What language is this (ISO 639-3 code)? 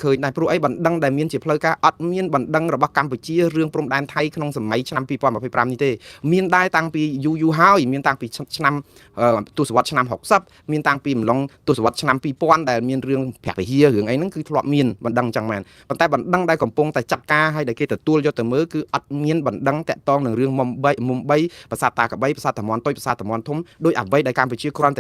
khm